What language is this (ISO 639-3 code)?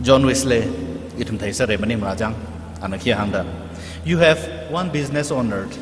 nmf